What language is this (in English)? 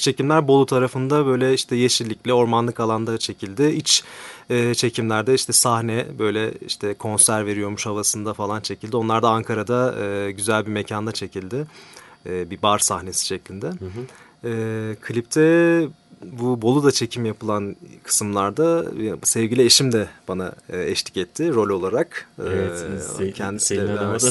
Turkish